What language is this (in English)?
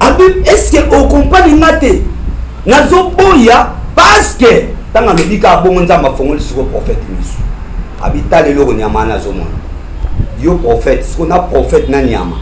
Lingala